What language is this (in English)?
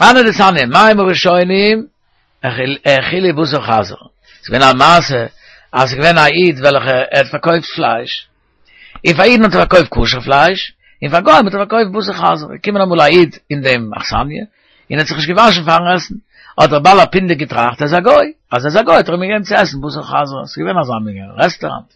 Yiddish